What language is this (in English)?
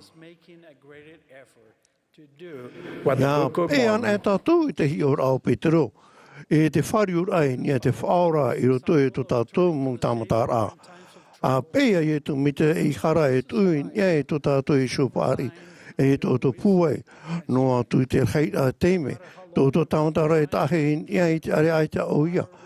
Tahitian